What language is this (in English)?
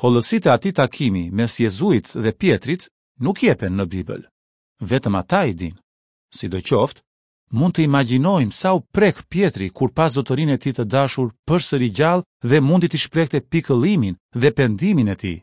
Albanian